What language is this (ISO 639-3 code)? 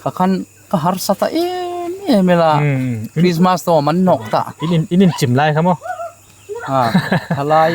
hmr